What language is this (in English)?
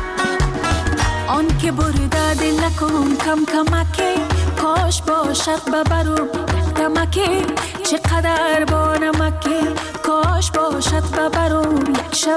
Persian